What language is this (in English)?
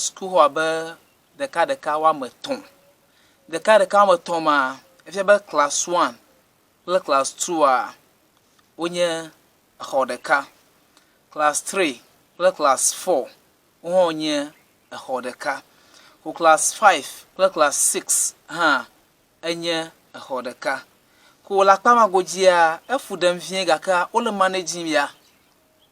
Ewe